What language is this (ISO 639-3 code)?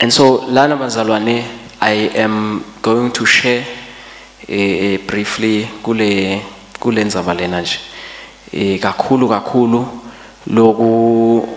ssw